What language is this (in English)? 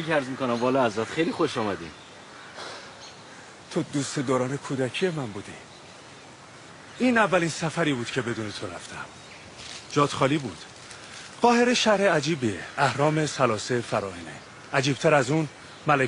Persian